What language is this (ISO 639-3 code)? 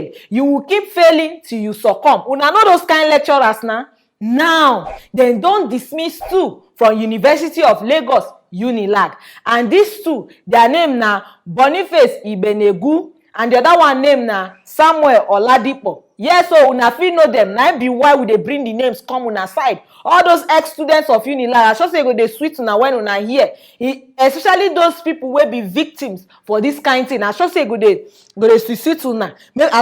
pcm